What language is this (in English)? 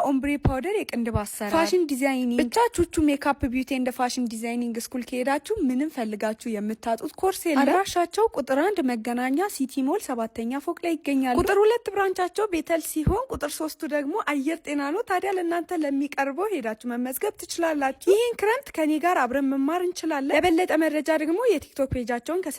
Amharic